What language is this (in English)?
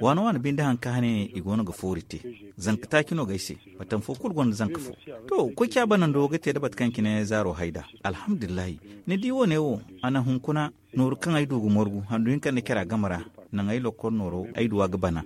Zarma